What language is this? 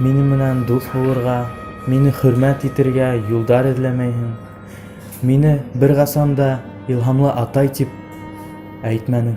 Bashkir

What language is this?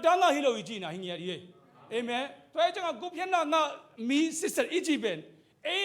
Tedim Chin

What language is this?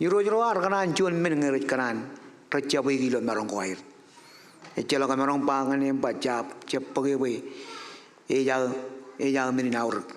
Marshallese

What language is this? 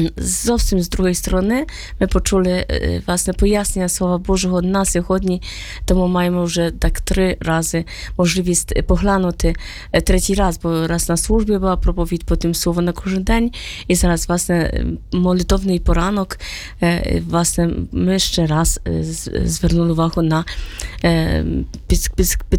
Ukrainian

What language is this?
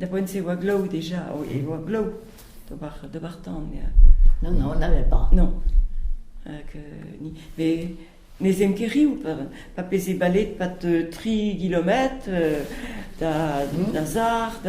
Breton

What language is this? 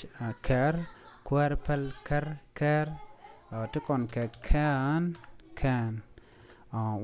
Nuer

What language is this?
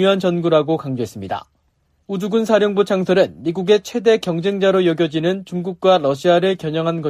Korean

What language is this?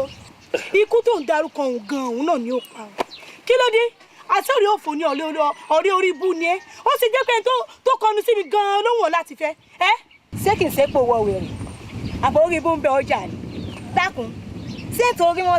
Yoruba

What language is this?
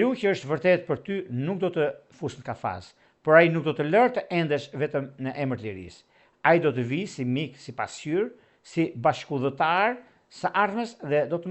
Albanian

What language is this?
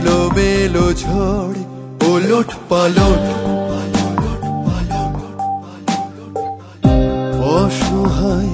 Bangla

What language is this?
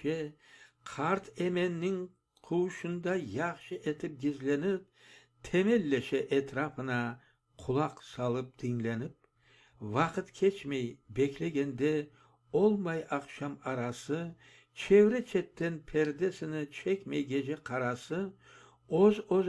Crimean Tatar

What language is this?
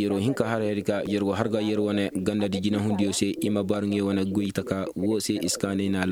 Koyraboro Senni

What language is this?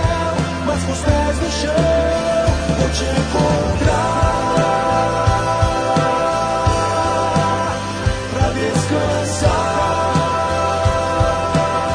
Portuguese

